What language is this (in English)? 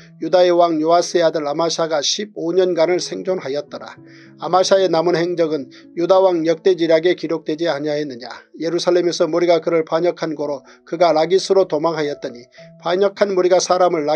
Korean